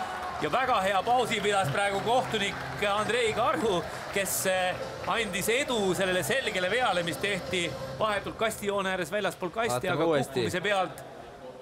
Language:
Estonian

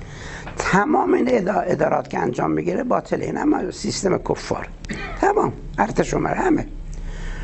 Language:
Persian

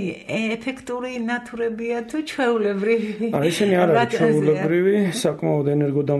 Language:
Georgian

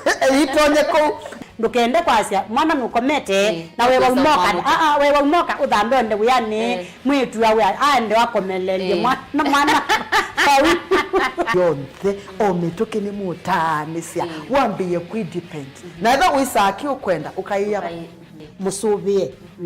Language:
Kamba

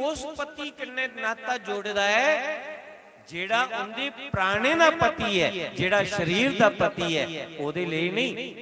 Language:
Dogri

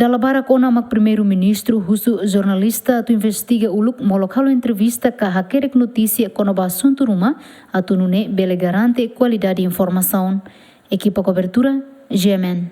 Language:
Tetum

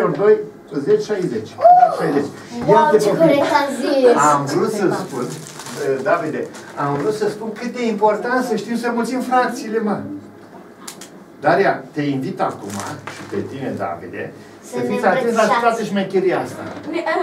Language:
Romanian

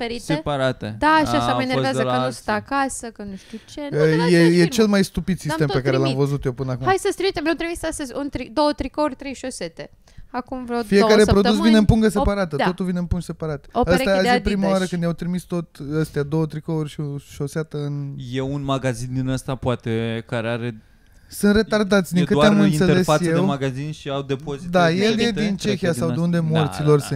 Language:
Romanian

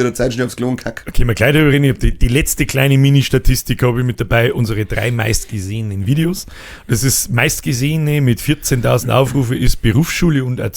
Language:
Bavarian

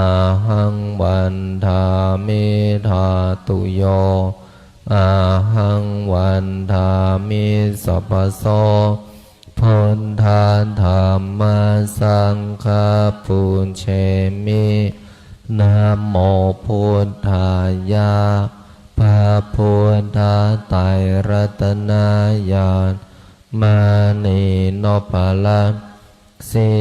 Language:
Pali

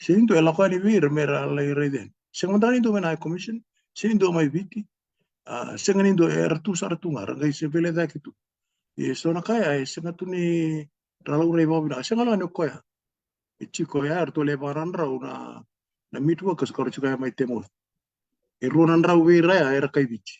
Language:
Fijian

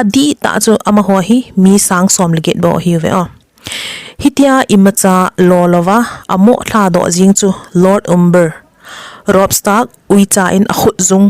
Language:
Thado Chin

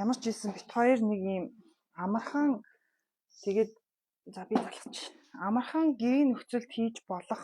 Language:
Mongolian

